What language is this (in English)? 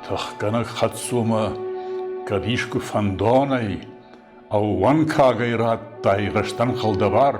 Ossetic